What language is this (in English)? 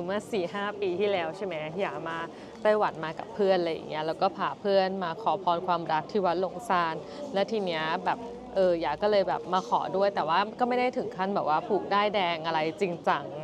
Thai